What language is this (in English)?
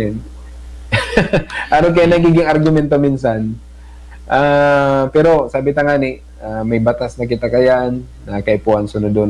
Bikol